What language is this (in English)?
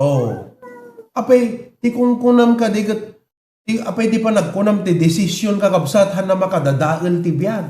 Iloko